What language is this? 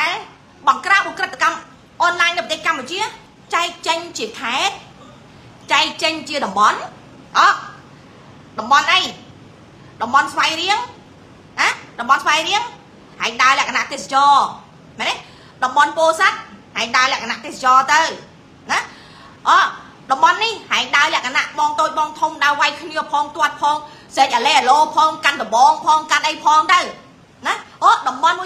Khmer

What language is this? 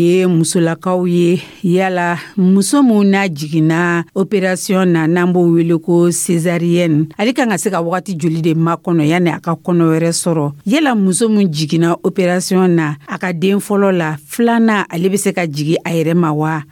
Dyula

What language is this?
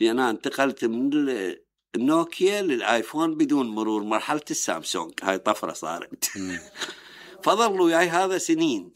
Mesopotamian Arabic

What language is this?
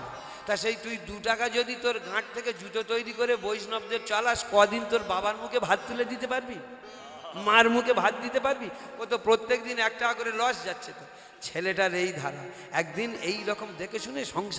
Bangla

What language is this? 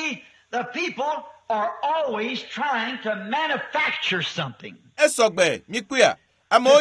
Ewe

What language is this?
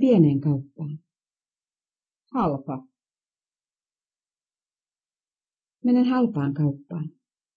Finnish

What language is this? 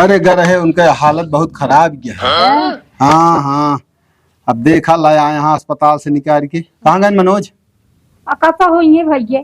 Awadhi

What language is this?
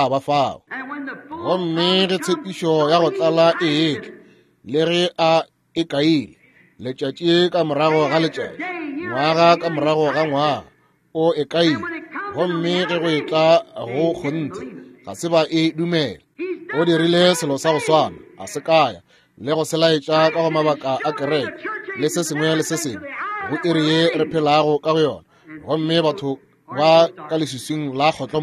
Northern Sotho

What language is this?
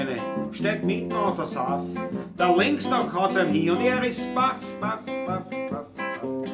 Bavarian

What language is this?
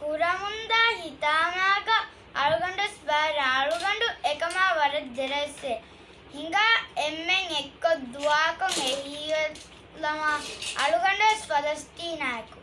Divehi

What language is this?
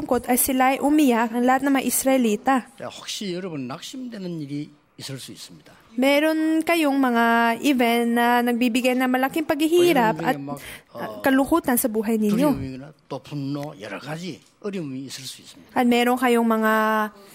Filipino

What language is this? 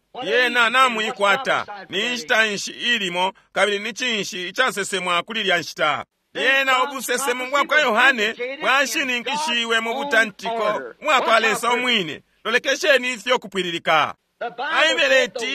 Bemba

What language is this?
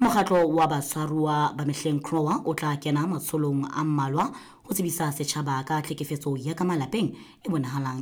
Southern Sotho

